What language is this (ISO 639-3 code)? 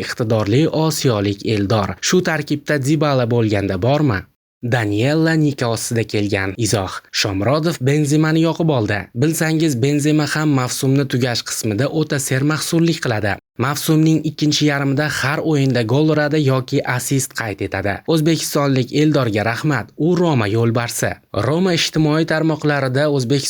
uzb